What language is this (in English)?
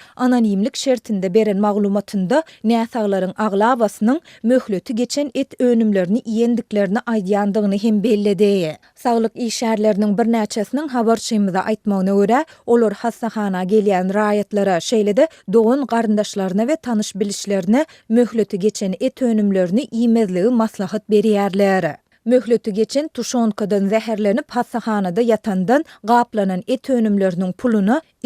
Turkmen